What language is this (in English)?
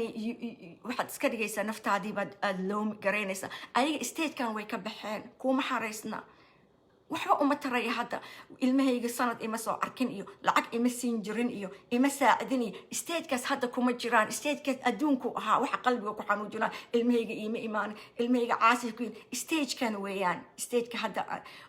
Somali